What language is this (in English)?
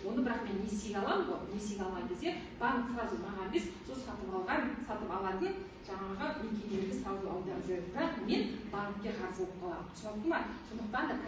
Kazakh